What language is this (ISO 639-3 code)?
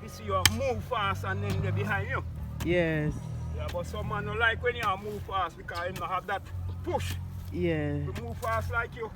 jam